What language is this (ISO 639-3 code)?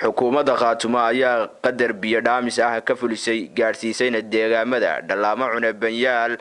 som